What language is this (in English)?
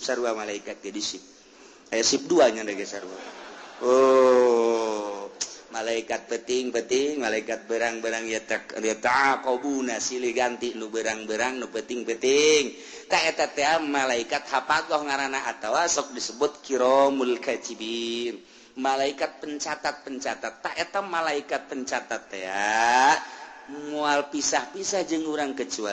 Sundanese